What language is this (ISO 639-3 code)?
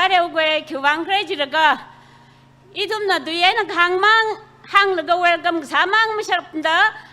nmf